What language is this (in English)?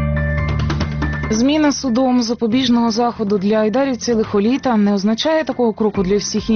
Ukrainian